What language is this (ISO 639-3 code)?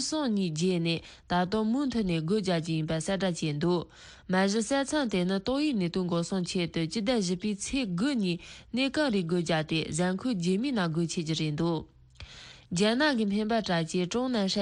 bod